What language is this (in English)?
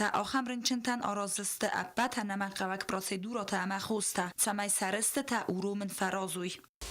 Ossetic